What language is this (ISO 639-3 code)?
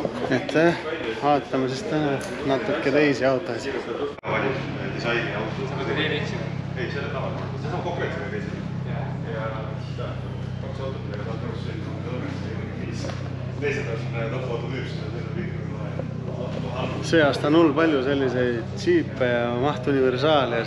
est